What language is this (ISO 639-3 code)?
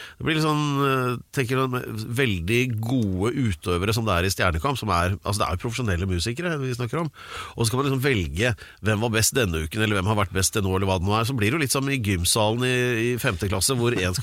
nor